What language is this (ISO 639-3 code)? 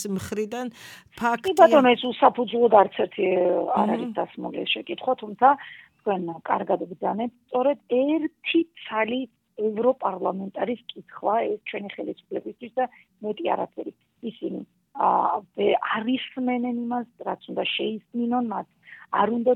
kat